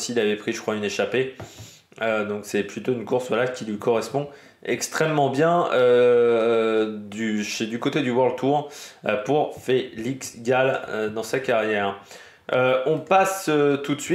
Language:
French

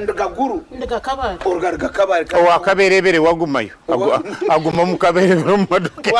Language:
Nyankole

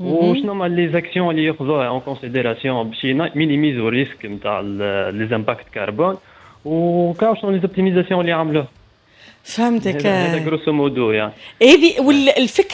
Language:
Tunisian Arabic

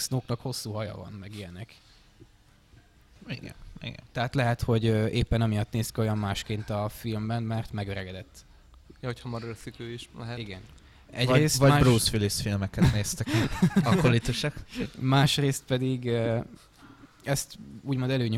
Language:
Hungarian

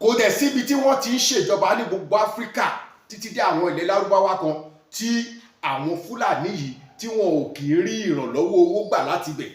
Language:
Yoruba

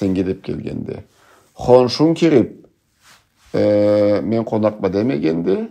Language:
Karachay-Balkar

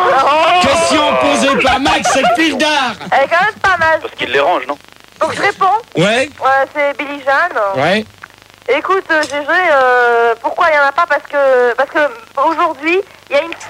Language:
French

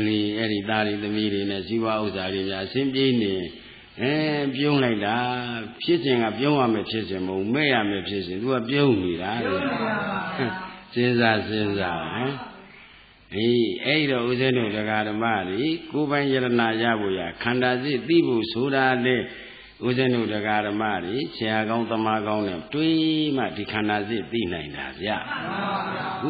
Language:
Burmese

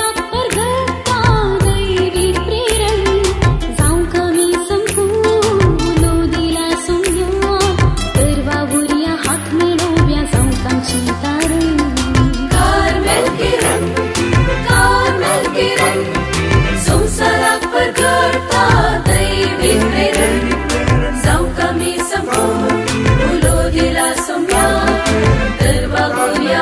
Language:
Konkani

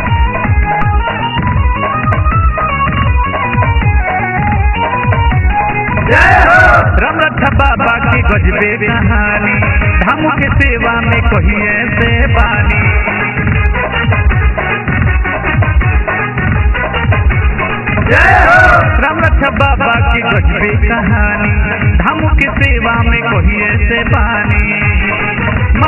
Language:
Bhojpuri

